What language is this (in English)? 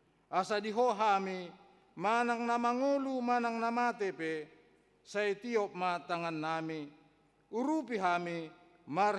Batak Toba